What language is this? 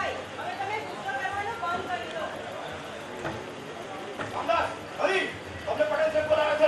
Gujarati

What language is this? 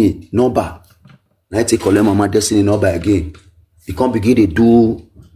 Nigerian Pidgin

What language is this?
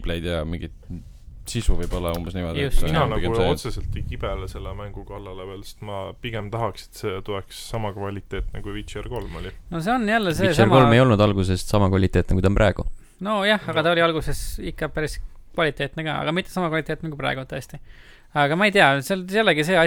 Estonian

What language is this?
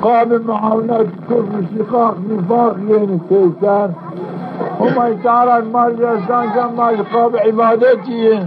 Zaza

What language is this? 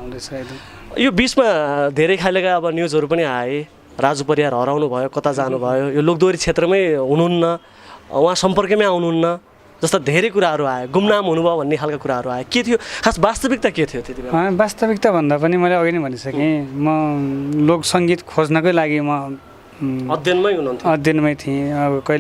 Nepali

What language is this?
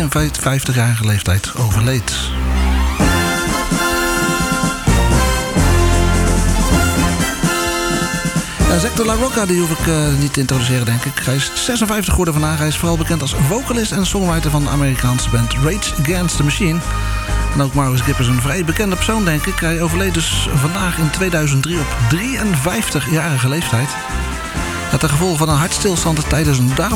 Dutch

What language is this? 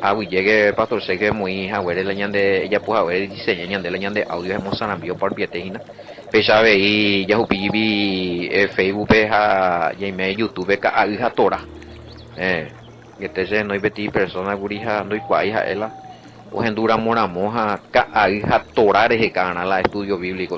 Guarani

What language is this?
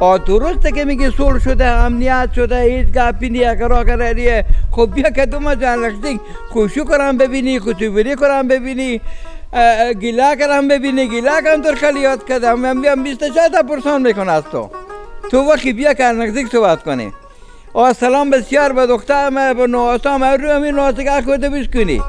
Persian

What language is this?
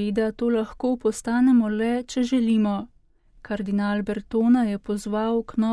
Slovenian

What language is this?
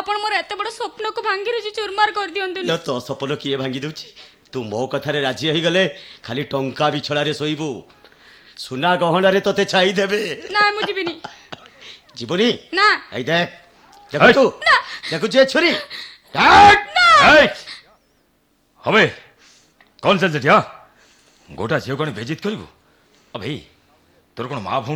Odia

